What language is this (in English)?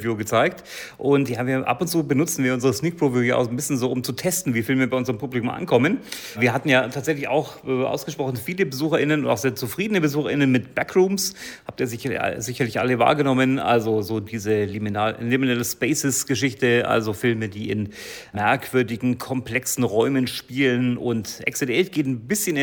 German